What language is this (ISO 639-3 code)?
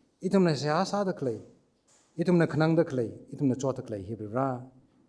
nmf